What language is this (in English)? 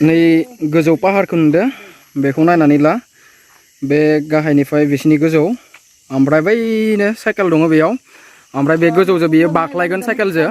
Bodo